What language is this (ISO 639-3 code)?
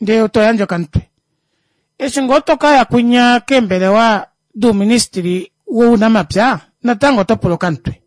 kua